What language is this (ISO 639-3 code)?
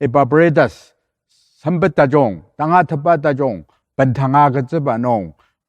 njo